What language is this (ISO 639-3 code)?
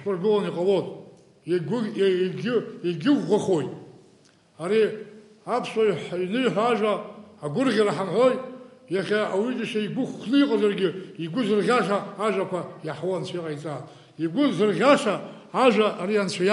abk